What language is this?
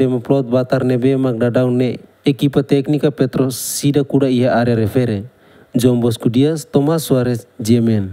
Tetum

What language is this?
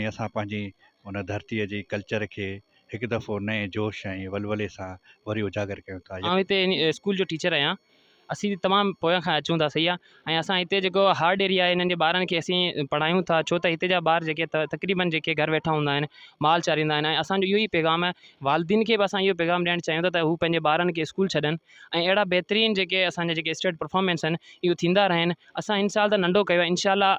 Sindhi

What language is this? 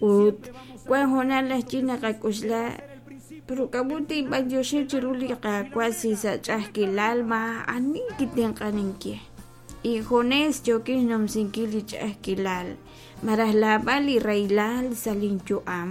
Kekchí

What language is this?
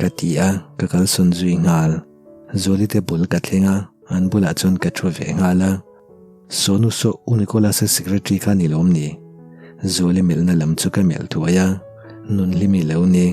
Mizo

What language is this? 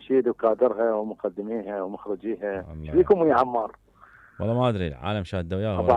Mesopotamian Arabic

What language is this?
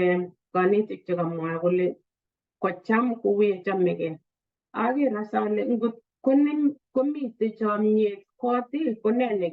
Kalenjin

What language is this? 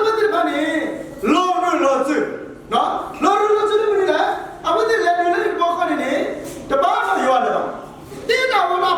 S'gaw Karen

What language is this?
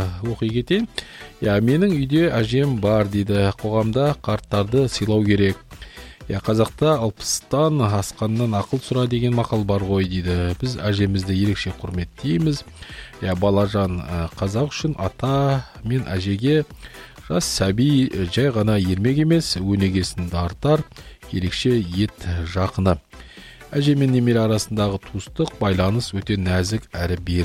Kazakh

